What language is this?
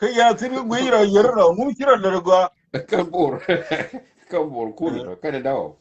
Nuer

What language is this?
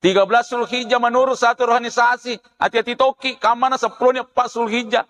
Buginese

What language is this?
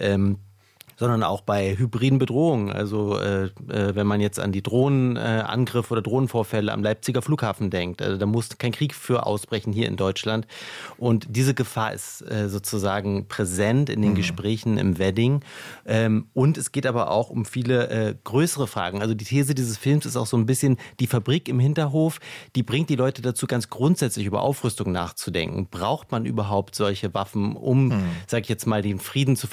German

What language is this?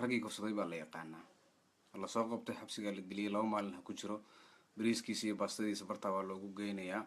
Somali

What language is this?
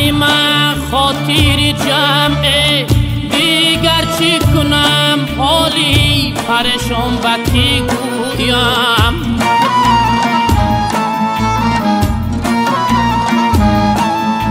Persian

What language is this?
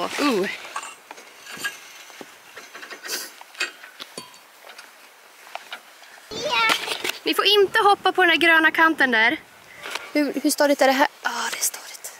Swedish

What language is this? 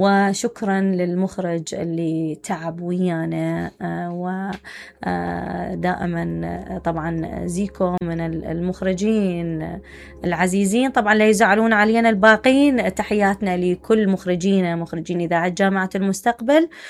Mesopotamian Arabic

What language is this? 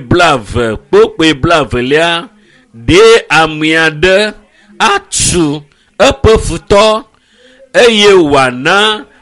Ewe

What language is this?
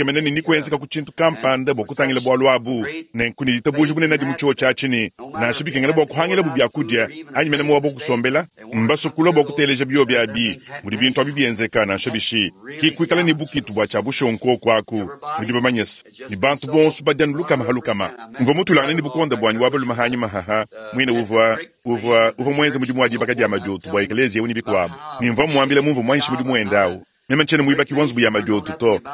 Luba-Lulua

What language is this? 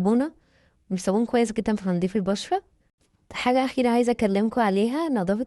Egyptian Arabic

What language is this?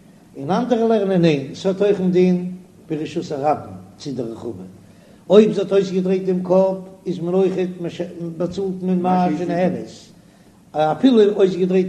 Yiddish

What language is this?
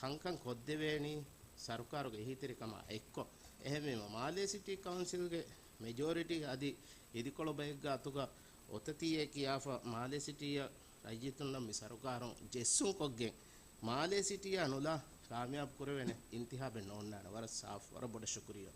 Divehi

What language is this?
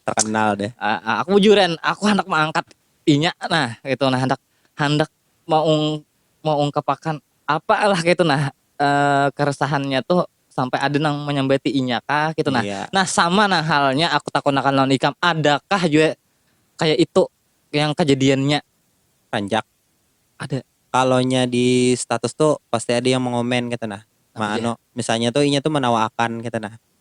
Banjar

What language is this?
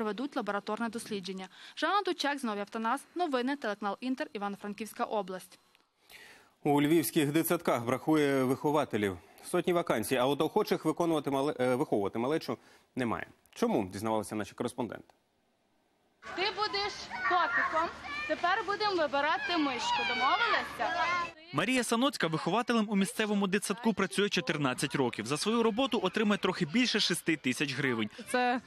Ukrainian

